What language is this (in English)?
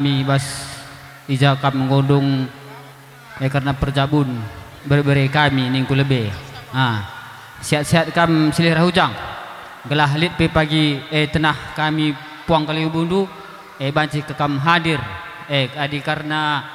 Batak Karo